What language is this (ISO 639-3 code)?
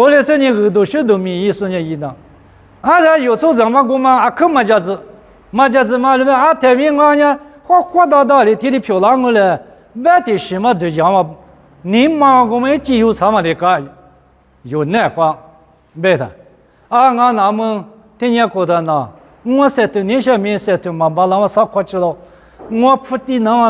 lis